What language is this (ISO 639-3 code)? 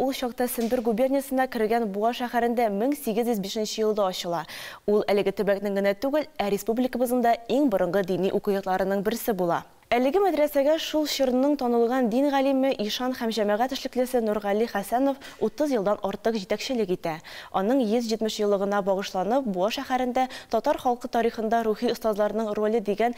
tat